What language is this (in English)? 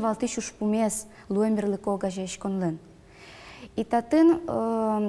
Udmurt